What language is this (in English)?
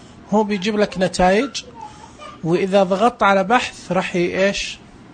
Najdi Arabic